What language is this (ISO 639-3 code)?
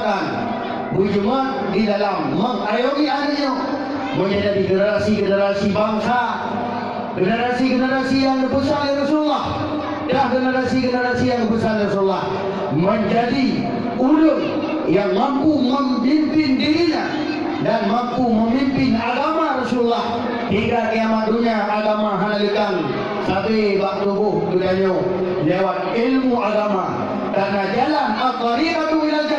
ace